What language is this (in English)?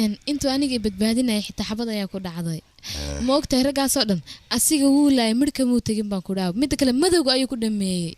Somali